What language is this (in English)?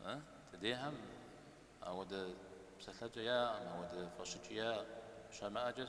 Kabardian